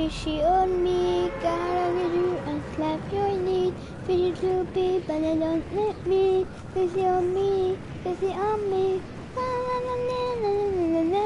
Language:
Bavarian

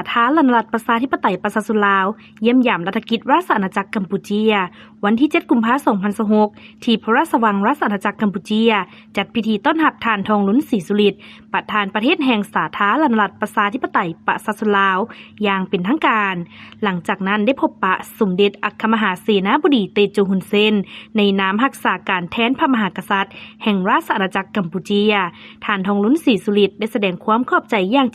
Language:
Lao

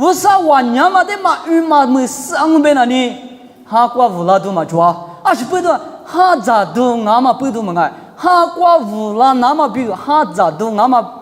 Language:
Lisu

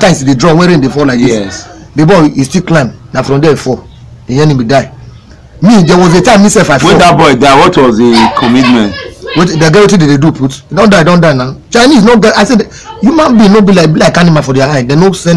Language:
Nigerian Pidgin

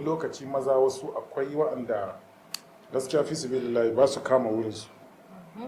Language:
Hausa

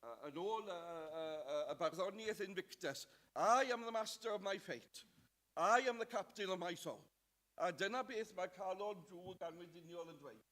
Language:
Welsh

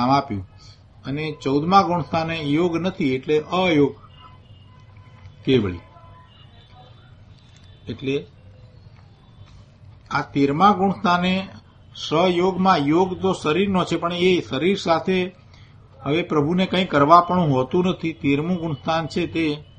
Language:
Gujarati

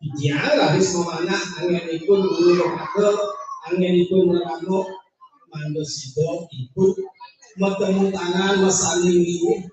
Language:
Balinese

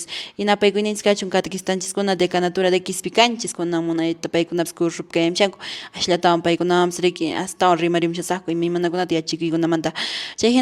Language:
Quechua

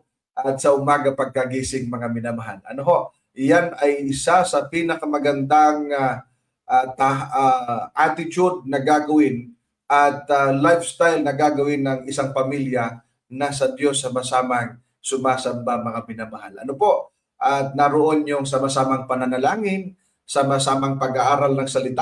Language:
Filipino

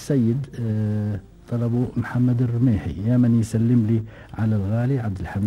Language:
Gulf Arabic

